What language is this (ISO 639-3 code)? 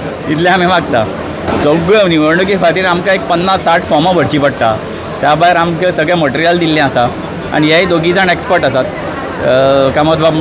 kok